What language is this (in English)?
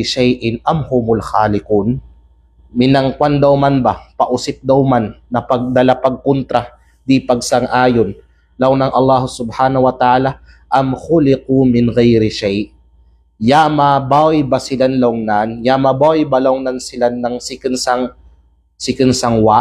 Kalagan